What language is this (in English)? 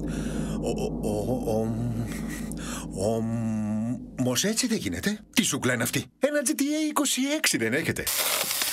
Greek